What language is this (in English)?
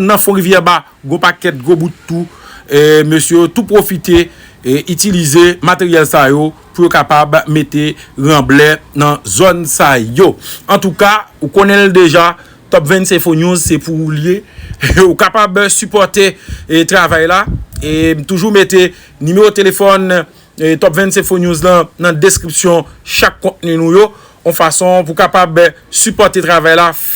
Haitian Creole